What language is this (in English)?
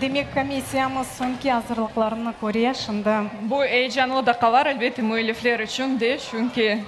Crimean Tatar